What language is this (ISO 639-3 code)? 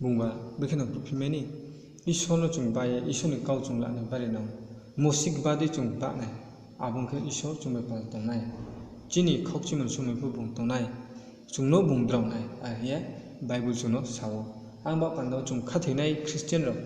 ria